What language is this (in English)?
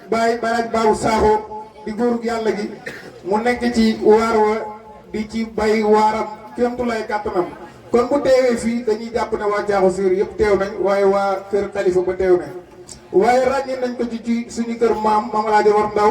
Wolof